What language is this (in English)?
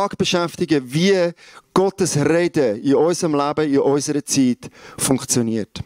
Swiss German